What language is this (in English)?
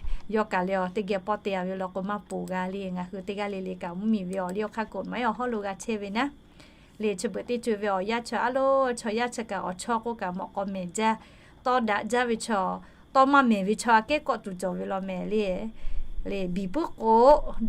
Lahu